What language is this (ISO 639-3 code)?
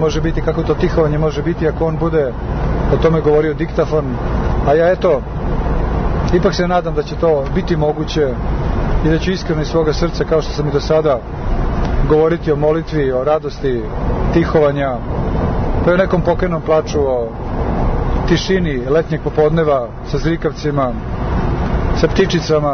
srp